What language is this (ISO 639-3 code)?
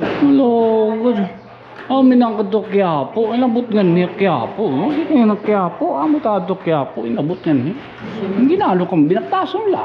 war